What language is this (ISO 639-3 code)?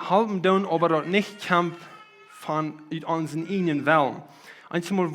pdt